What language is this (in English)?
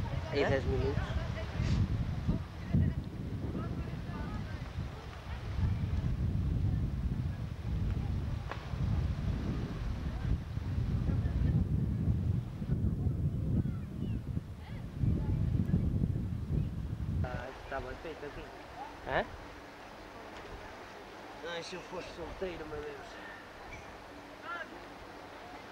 Portuguese